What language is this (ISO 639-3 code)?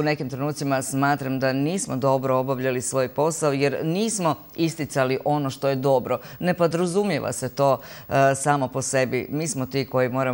hrv